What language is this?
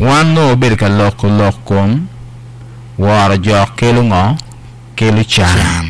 Acoli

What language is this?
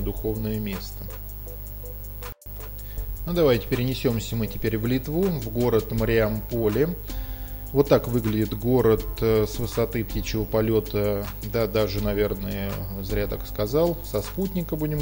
Russian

